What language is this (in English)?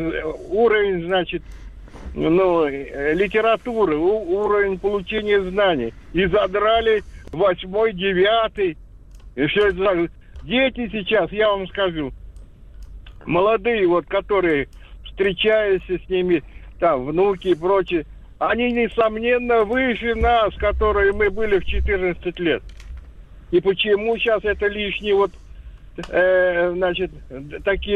Russian